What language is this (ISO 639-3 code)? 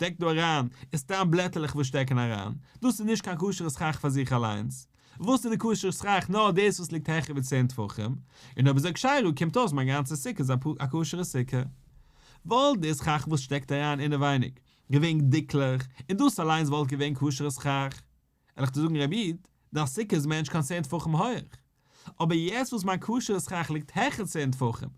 yid